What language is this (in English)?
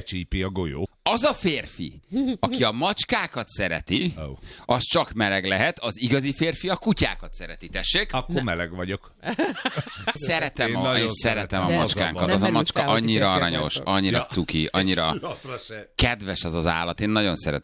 Hungarian